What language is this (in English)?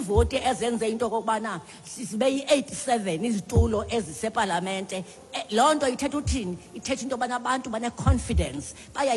Xhosa